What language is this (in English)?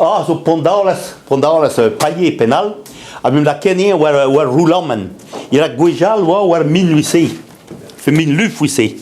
Breton